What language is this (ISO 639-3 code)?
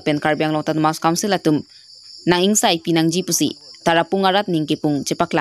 mjw